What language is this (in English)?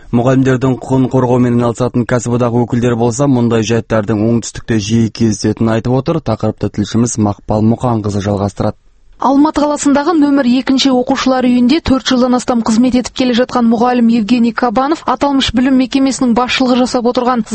Kazakh